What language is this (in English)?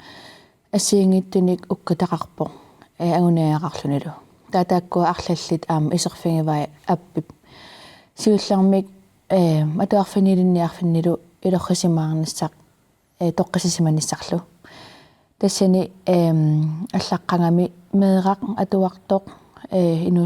Kalaallisut